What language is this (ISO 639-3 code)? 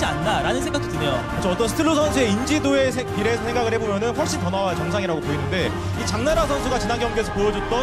kor